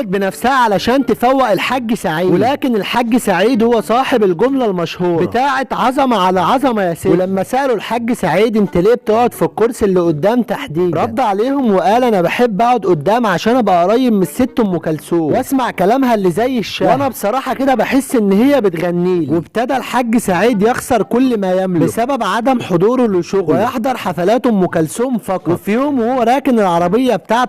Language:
Egyptian Arabic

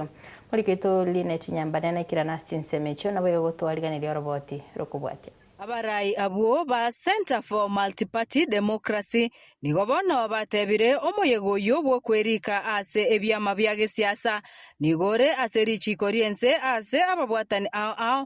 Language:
Gusii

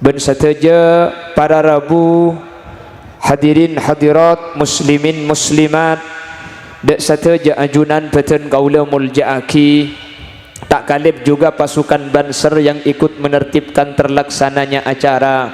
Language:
Madurese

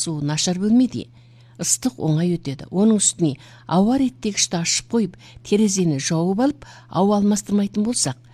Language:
Kazakh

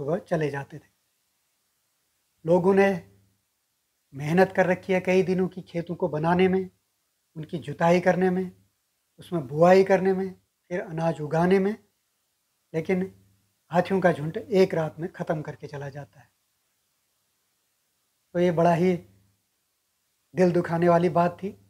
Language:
Hindi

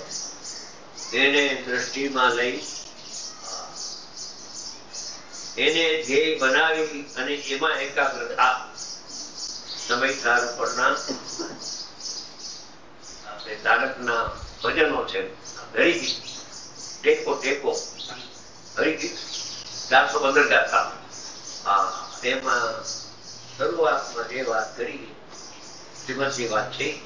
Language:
Gujarati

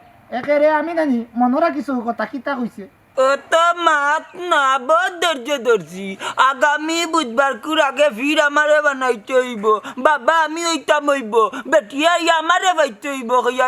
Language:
Sylheti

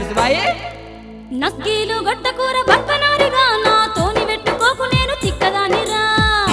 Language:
Telugu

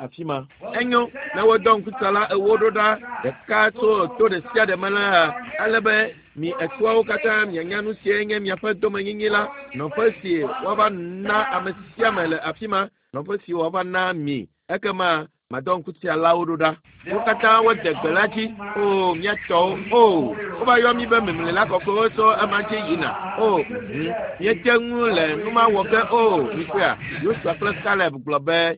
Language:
Ewe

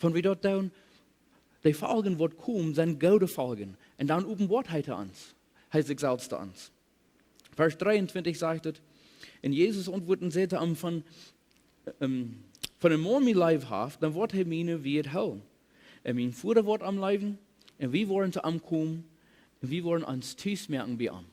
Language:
Plautdietsch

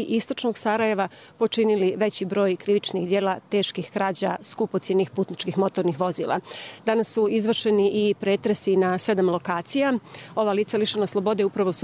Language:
Croatian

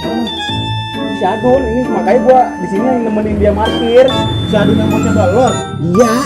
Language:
Betawi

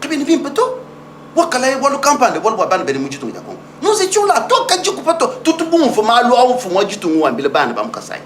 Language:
Luba-Lulua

